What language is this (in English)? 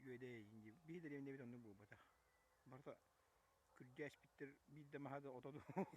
Yakut